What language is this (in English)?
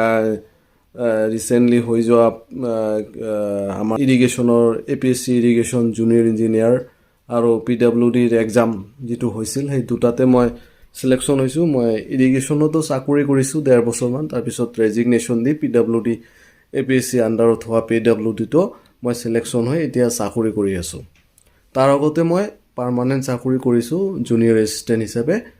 Assamese